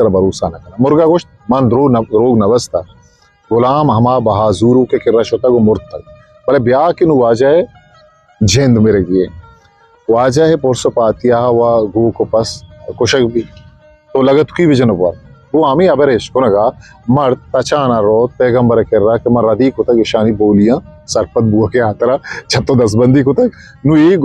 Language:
Eastern Balochi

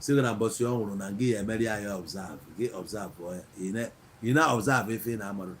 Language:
Igbo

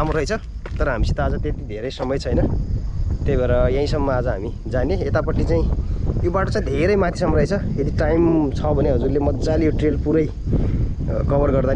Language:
Nepali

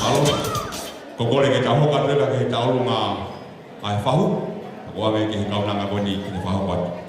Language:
Tongan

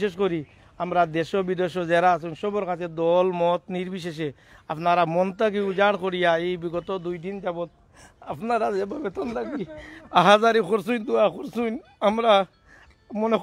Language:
Sylheti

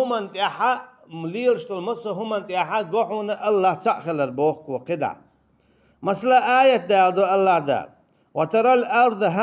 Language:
Chechen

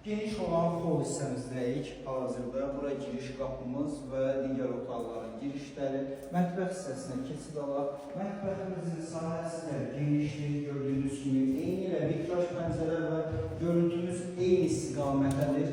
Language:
Azerbaijani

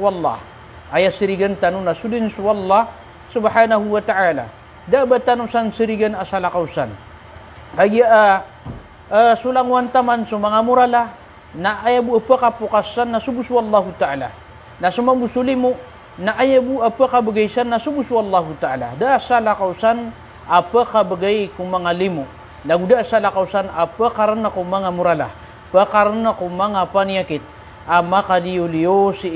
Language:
Maranao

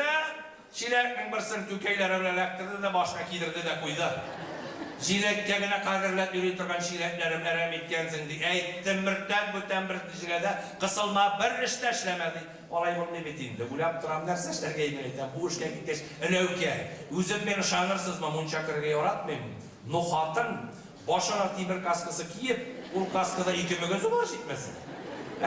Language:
Bashkir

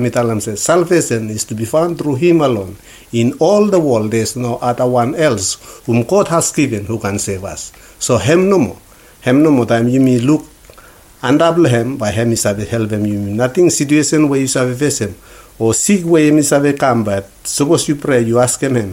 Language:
Bislama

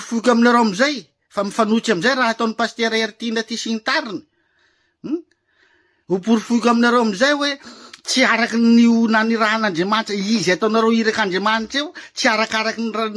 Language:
Malagasy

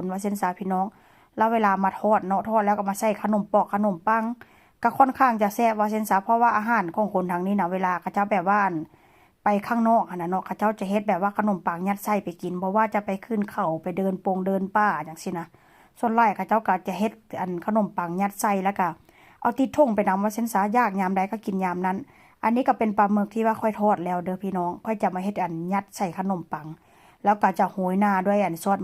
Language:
Northeastern Thai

